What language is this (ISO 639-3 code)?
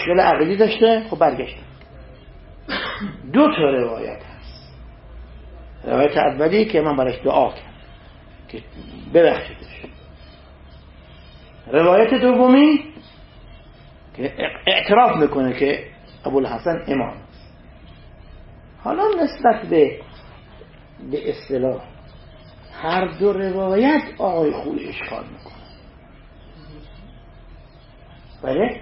fas